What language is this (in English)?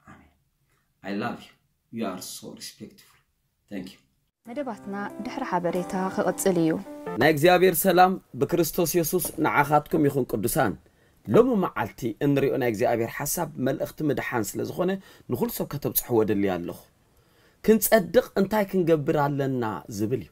Tigrinya